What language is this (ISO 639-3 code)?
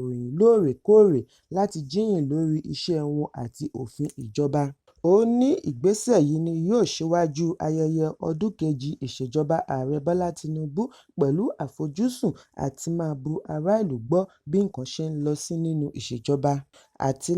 yor